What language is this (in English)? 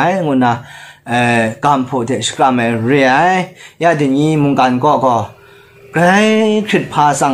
Kachin